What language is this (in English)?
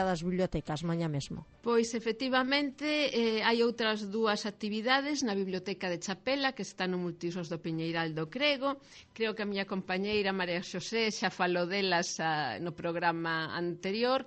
Galician